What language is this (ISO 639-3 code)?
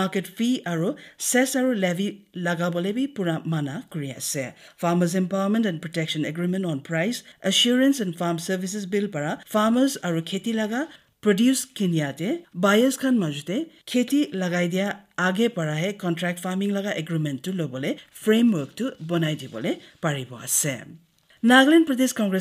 nag